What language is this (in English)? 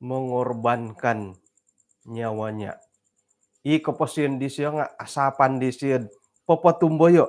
Central Dusun